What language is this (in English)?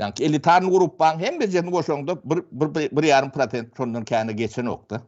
Turkmen